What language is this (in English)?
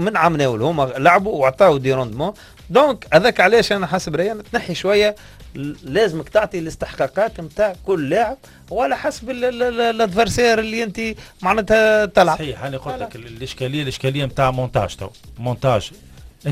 Tunisian Arabic